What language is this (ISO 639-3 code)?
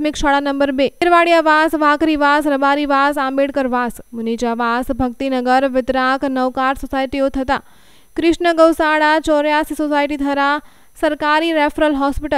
guj